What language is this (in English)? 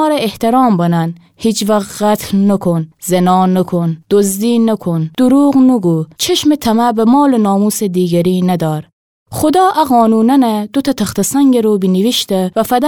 Gilaki